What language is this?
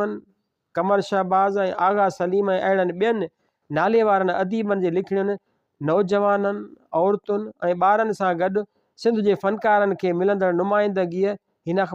Sindhi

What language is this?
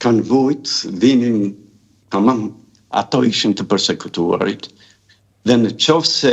Albanian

